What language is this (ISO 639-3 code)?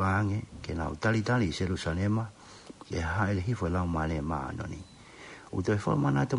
ton